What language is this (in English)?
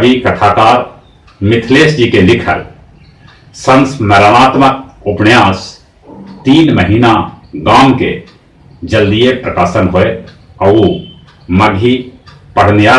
Magahi